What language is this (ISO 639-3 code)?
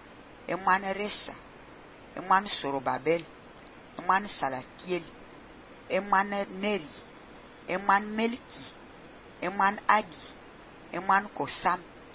fan